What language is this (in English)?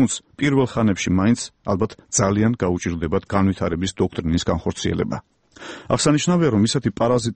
Georgian